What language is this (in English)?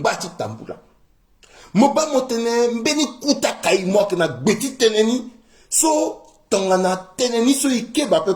Sango